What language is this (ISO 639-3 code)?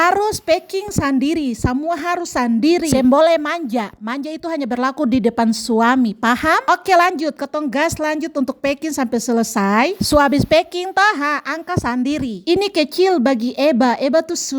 abs